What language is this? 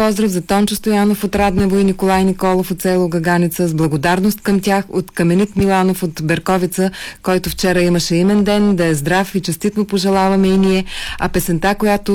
Bulgarian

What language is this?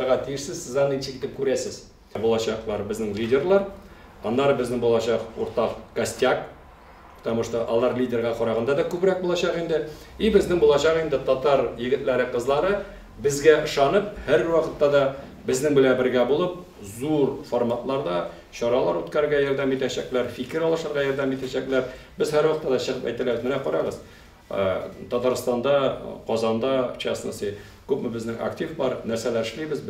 Tatar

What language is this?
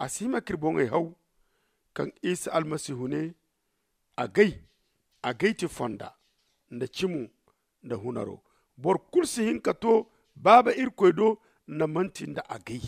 Zarma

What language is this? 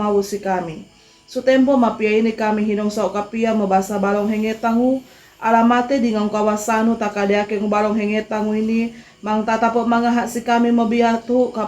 Sangir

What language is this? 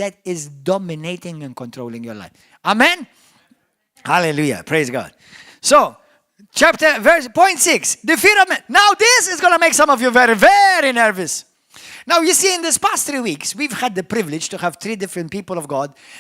English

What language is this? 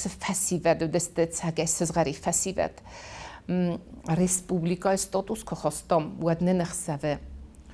Ossetic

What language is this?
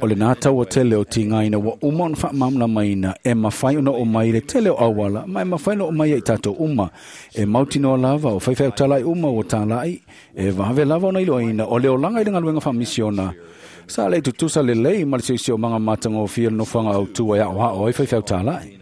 Samoan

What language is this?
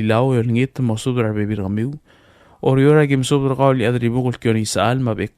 Palauan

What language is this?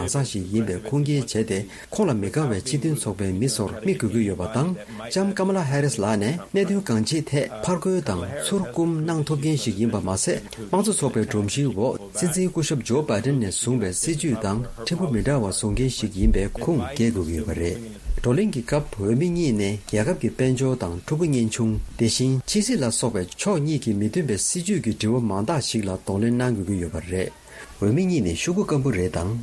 Tibetan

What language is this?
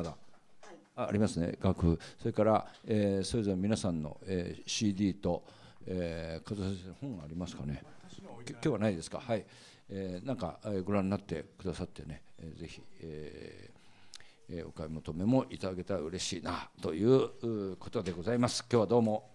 Japanese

